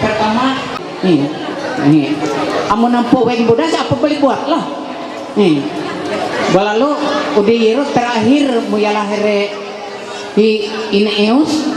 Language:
Ma'anyan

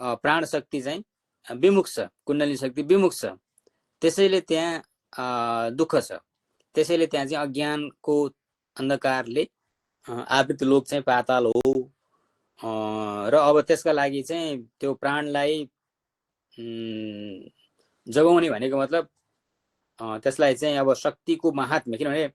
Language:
Nepali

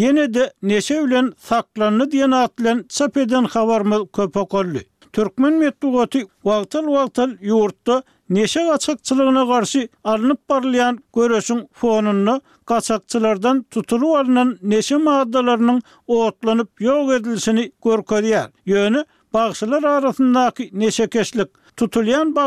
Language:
Turkmen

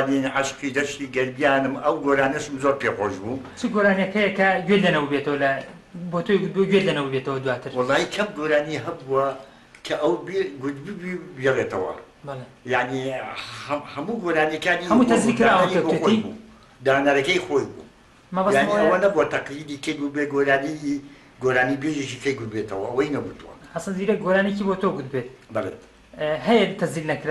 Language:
Central Kurdish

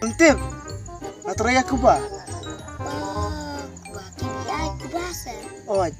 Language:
Khasi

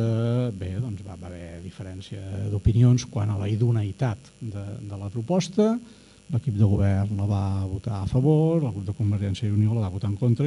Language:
Catalan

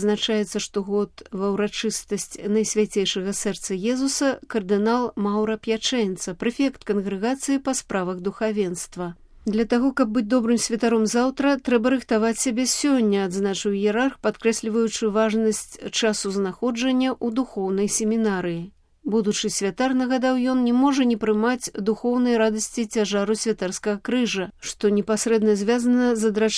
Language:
Belarusian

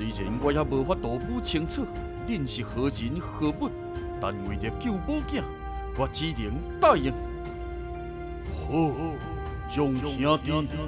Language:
Min Nan Chinese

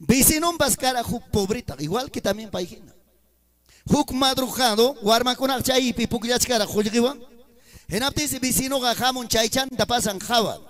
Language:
Ayacucho Quechua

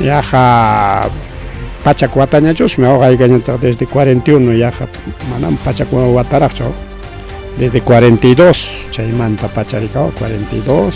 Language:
Ayacucho Quechua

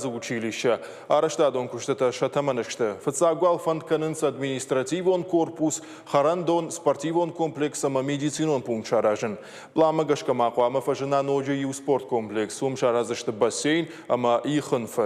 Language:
Ossetic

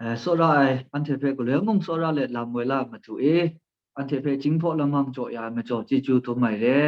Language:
Kachin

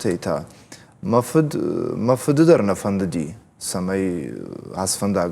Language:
Ossetic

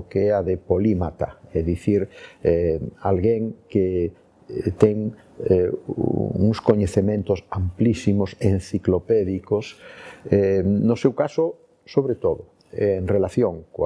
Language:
Galician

